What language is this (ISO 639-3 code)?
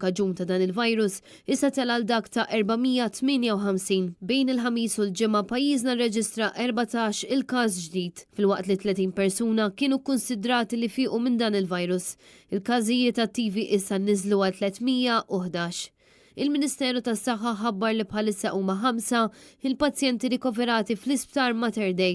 mlt